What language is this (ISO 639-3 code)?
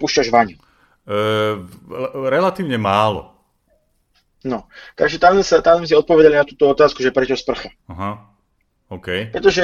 slk